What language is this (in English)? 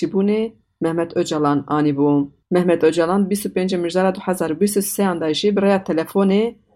Kurdish